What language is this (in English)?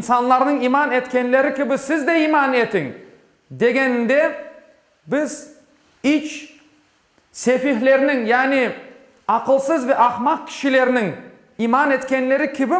Crimean Tatar